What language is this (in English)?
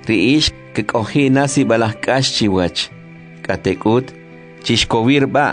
Kʼicheʼ